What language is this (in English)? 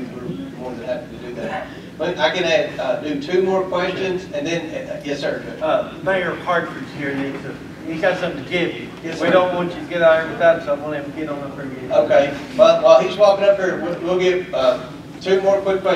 English